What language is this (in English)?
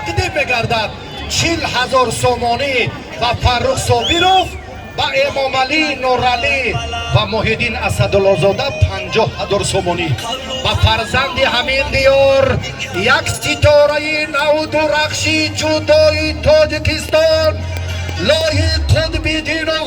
Tajik